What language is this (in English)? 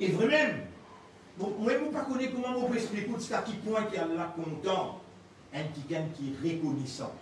Morisyen